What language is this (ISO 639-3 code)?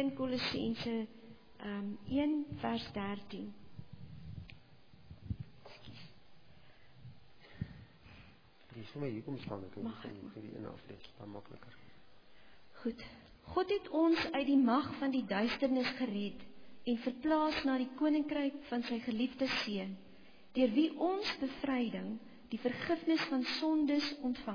afr